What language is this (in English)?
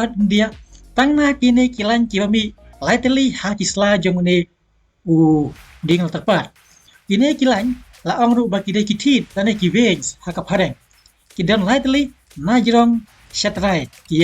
Khasi